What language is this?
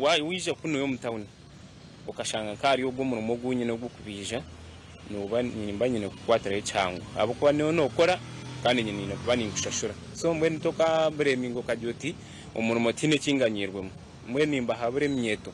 Nyankole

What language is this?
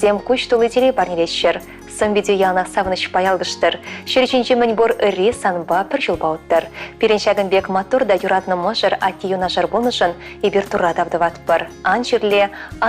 Chuvash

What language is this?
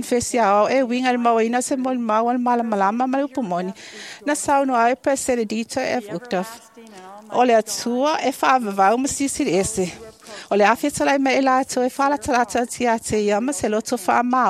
Samoan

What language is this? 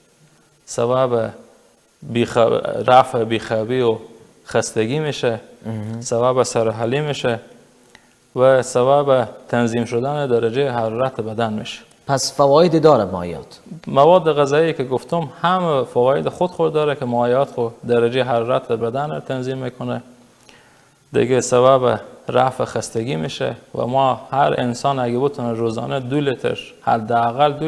Persian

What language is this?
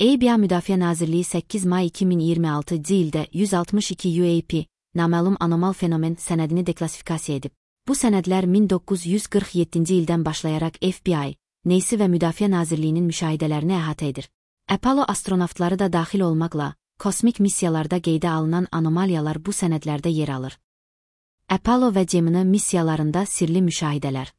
Azerbaijani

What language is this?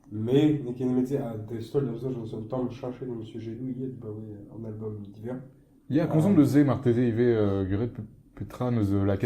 Breton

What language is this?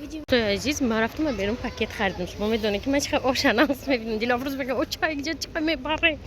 Tajik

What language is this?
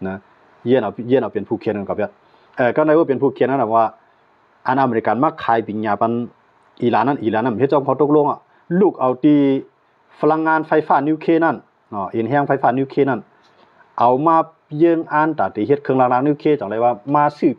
Shan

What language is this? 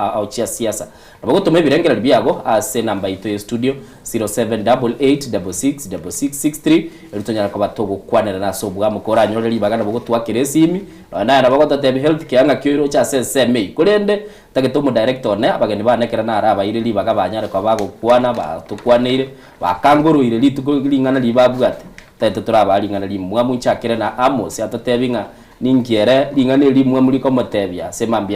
Gusii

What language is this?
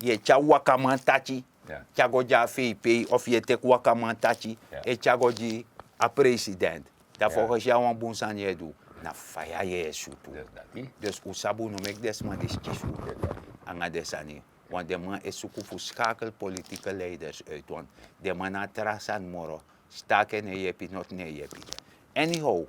Sranan Tongo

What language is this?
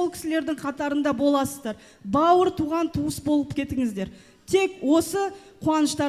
Kazakh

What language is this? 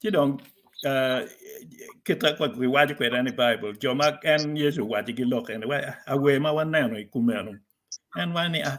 Acoli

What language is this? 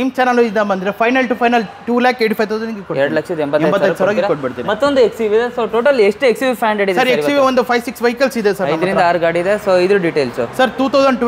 Kannada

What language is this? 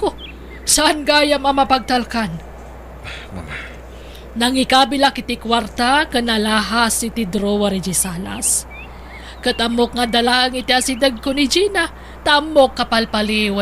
Iloko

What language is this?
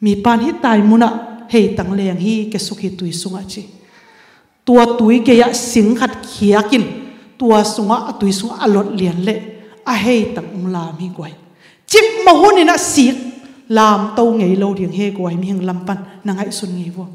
Tedim Chin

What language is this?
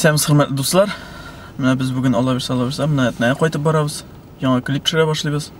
Tatar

